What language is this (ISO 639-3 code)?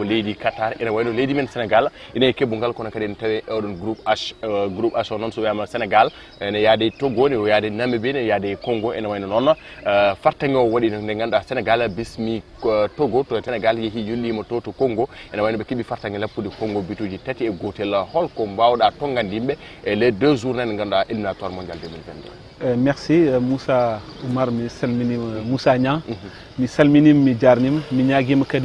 ful